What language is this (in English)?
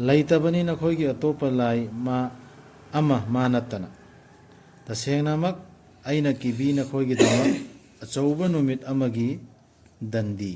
Manipuri